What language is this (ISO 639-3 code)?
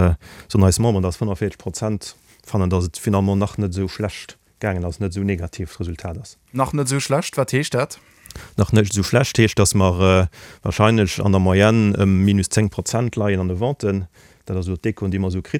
ltz